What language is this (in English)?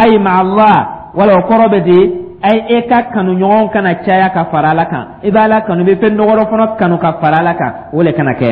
Dyula